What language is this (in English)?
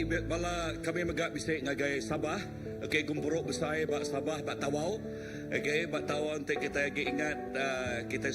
Iban